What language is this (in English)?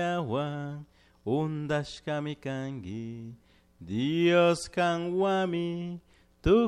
Chimborazo Highland Quichua